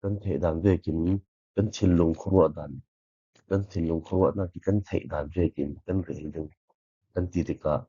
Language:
Falam Chin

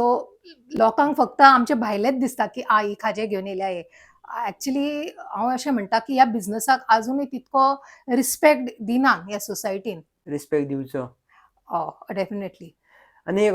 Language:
Konkani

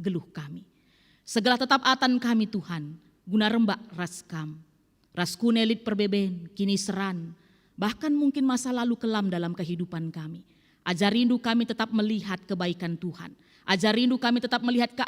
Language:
Batak Karo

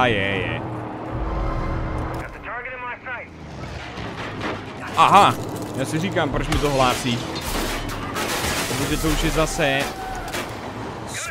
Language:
Czech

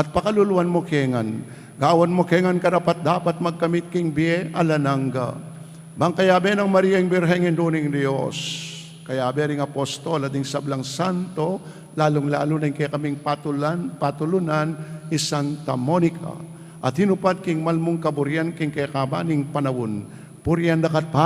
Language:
Pampanga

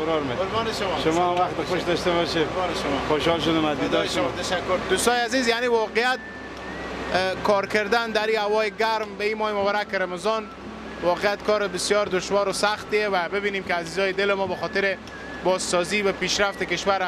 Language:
Persian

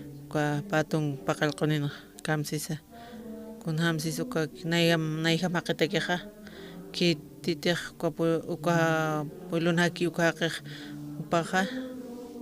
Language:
Aymara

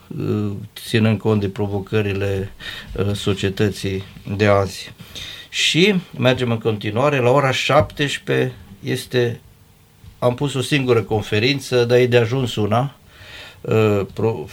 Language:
Romanian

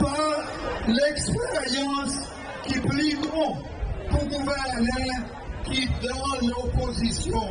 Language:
Seselwa Creole French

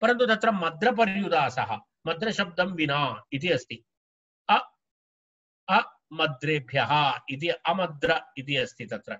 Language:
Sanskrit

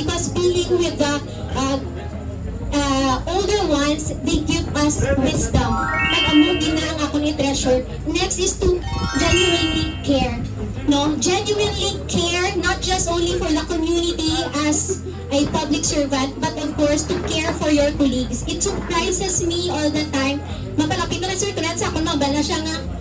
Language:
Hiligaynon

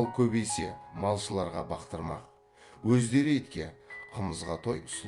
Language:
Kazakh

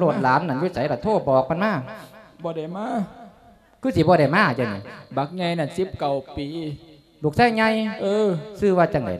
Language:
Lao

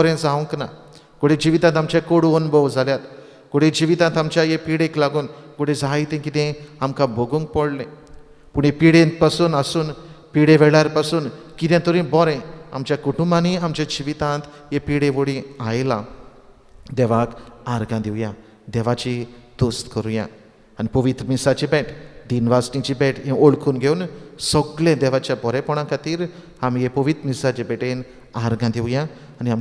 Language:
Konkani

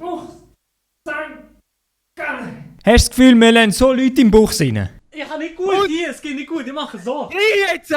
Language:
Swiss German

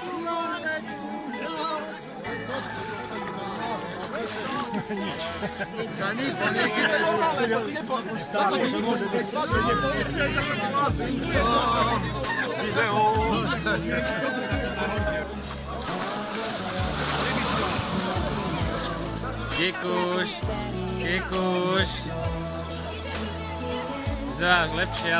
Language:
Slovak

